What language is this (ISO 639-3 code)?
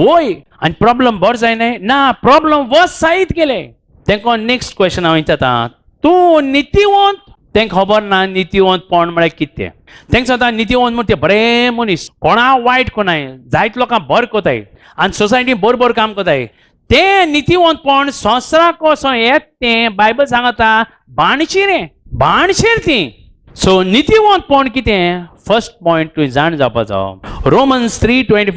kok